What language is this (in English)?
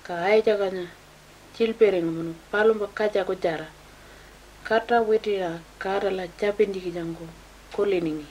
Pitjantjatjara